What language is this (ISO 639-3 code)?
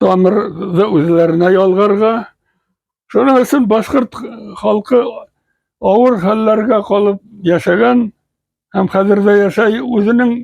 bak